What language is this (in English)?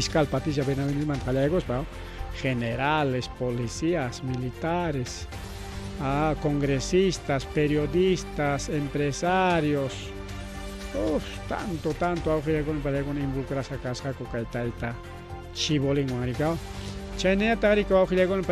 Ayacucho Quechua